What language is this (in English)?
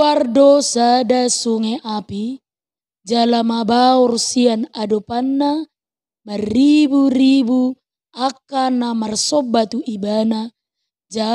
Batak Toba